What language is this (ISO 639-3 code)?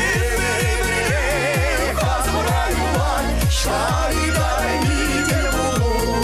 chv